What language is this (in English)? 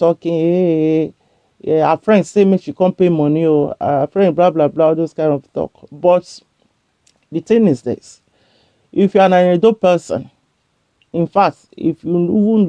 Nigerian Pidgin